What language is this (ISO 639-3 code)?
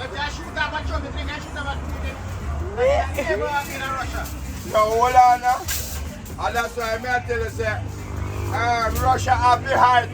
jam